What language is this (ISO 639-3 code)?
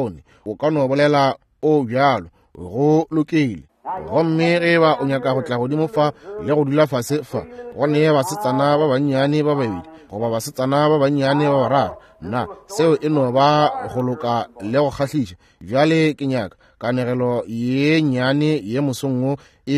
nso